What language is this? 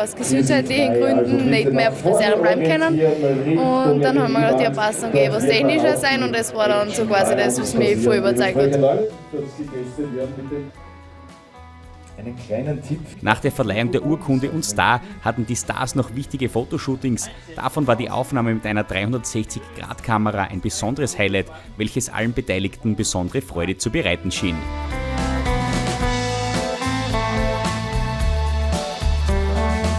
German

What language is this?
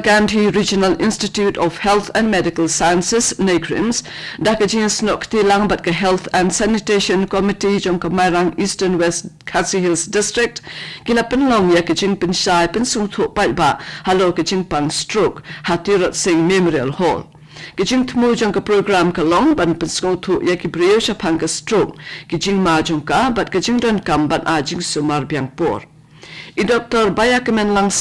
Khasi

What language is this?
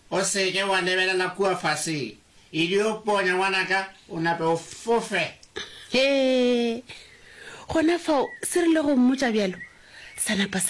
Northern Sotho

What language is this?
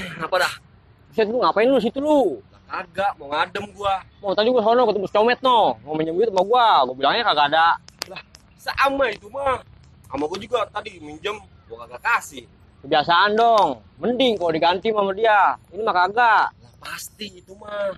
Betawi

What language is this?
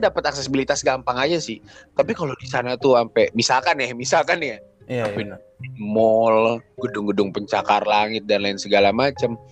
Indonesian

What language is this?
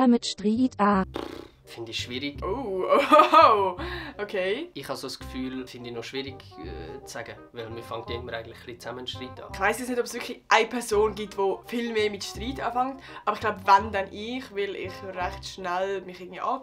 Swiss German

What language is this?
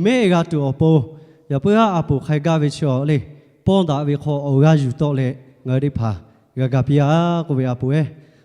Lahu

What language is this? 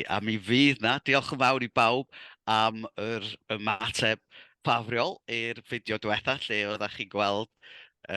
Welsh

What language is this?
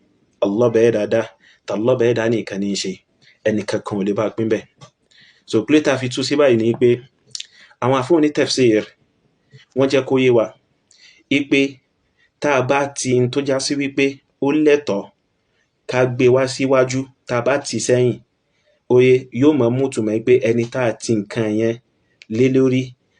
Yoruba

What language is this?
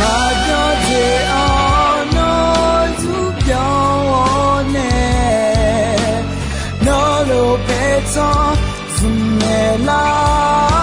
Akha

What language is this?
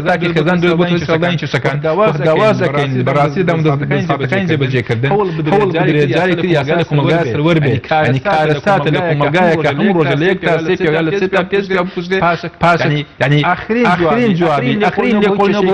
Central Kurdish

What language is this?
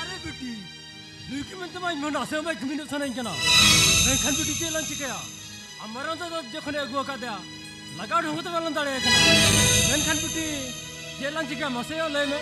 Santali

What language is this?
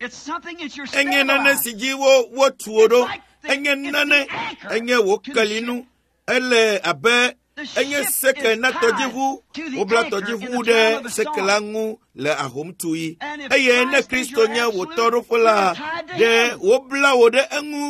Ewe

